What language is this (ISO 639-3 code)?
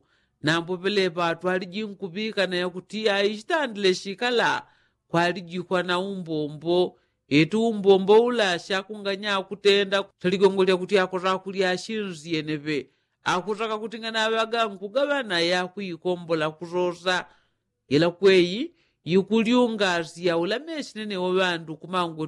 yao